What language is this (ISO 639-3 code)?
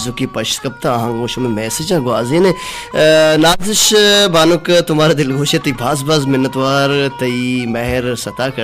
bal